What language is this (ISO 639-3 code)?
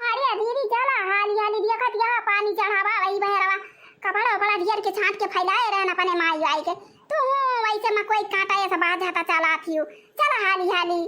awa